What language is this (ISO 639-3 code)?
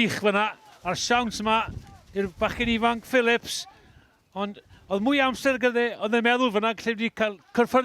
cym